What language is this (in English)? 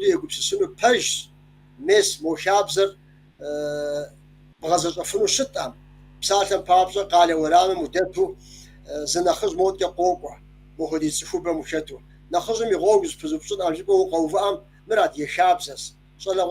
Kabardian